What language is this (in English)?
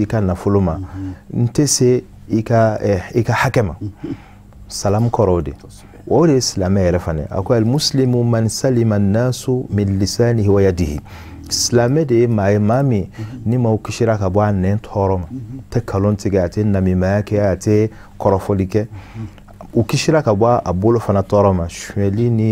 Bambara